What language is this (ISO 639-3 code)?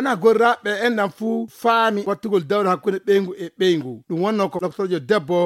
ful